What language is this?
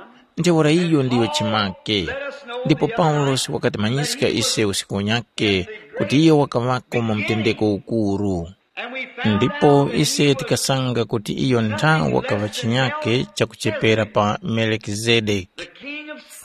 Tumbuka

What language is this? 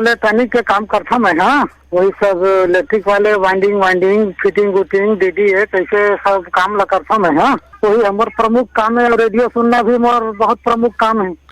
Chhattisgarhi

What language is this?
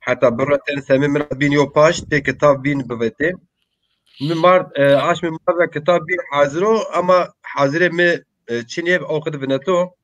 Zaza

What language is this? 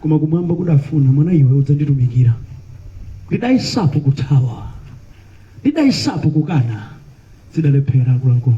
Nyanja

